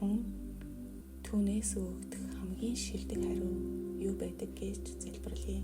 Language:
Mongolian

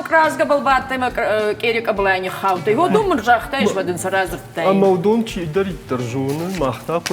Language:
Ossetic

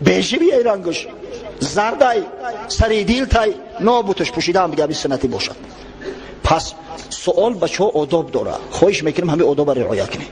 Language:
Tajik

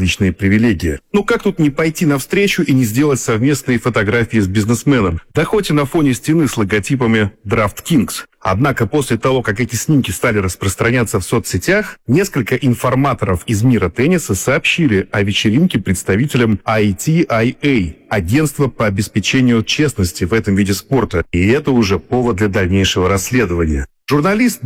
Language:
Russian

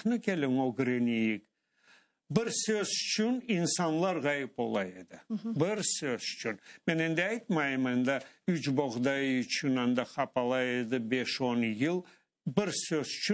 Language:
Crimean Tatar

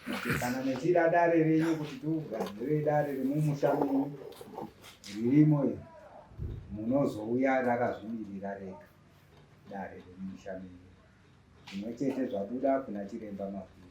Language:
Shona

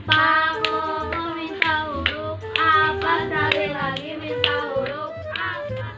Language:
Sundanese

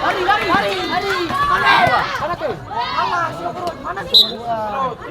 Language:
Ambonese Malay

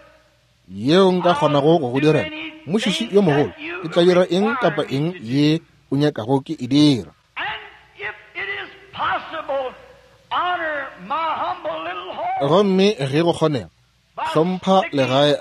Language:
Northern Sotho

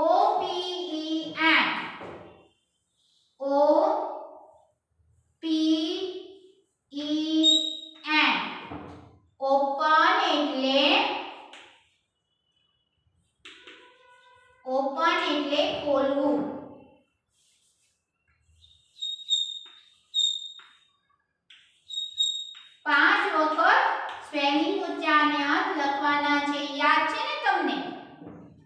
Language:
Gujarati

